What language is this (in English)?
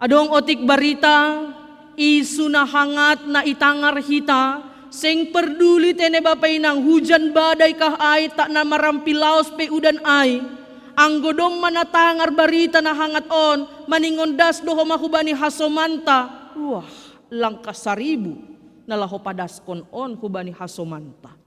Batak Simalungun